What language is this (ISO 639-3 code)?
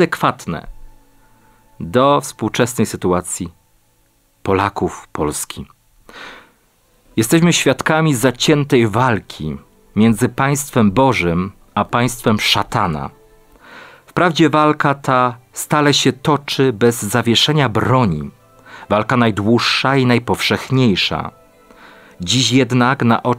pol